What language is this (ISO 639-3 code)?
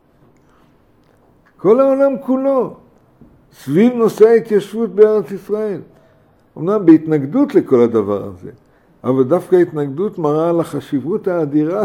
heb